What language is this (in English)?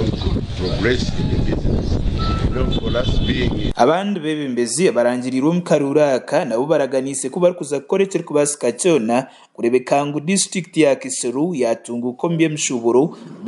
Nyankole